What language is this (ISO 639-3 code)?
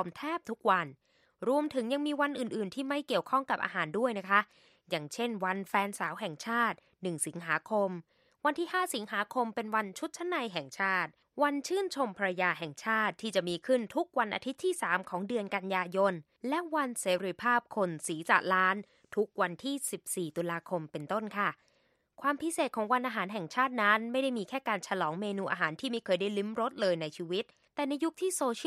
tha